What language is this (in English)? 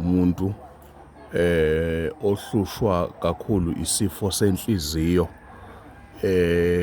Zulu